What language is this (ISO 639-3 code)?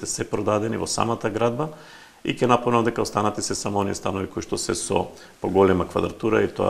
mkd